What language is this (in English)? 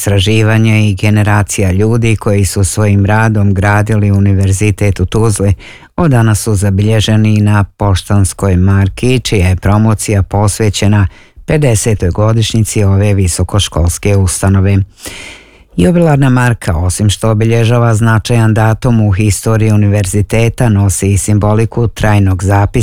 Bosnian